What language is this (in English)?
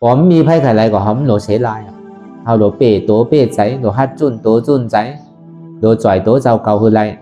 Shan